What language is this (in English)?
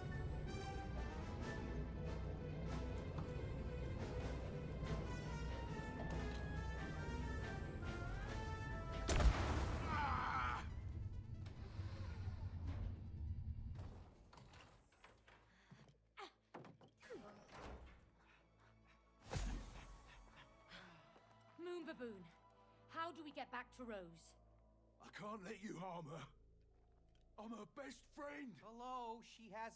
English